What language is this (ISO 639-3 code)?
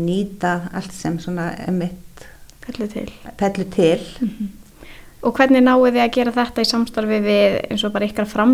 isl